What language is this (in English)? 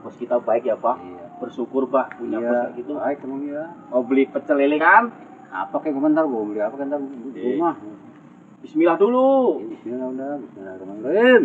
Betawi